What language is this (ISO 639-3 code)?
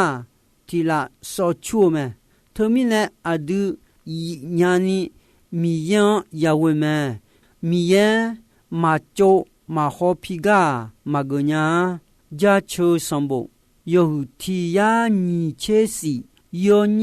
ahk